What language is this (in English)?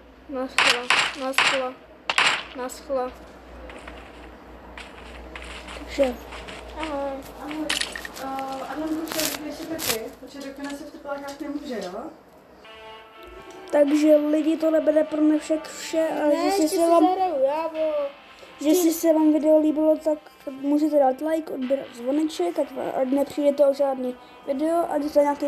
Czech